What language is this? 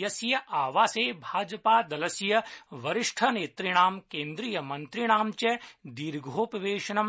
Sanskrit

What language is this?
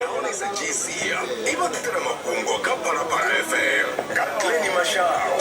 Venda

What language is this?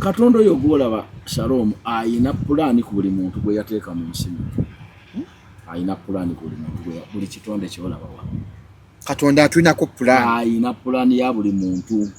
Ganda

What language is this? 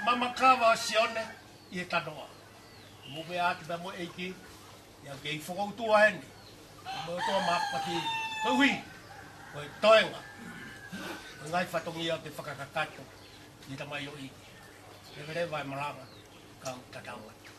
Tongan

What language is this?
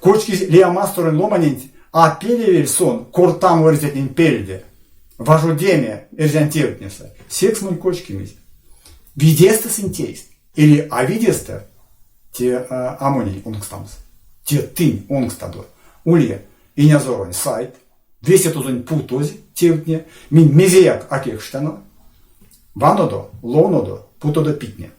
Erzya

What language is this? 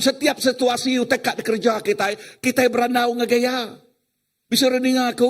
Iban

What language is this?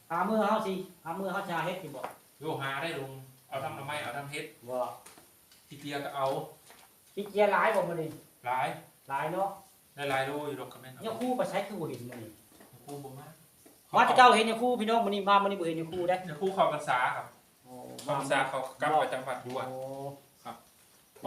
Northeastern Thai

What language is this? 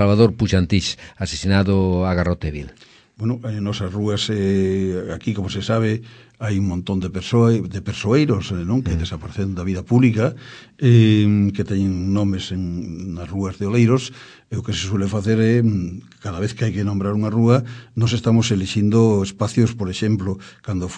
Galician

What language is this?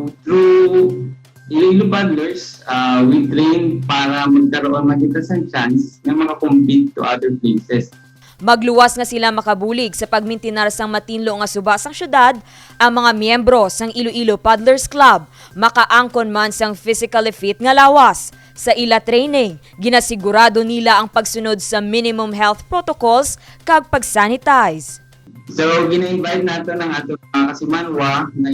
Hiligaynon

